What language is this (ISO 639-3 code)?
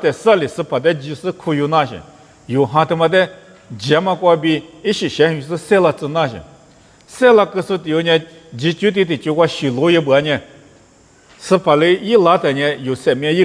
lis